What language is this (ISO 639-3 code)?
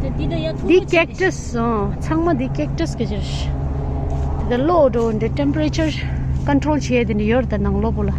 bod